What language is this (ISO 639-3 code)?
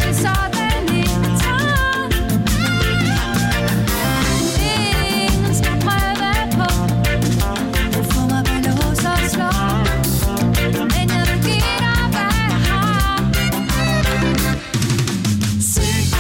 dan